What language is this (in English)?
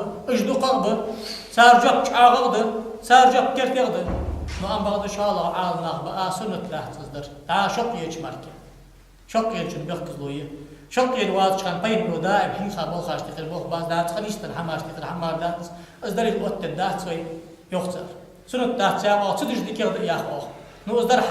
Ingush